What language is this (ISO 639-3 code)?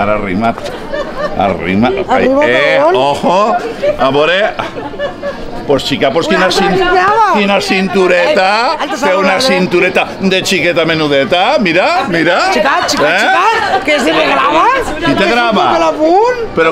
cat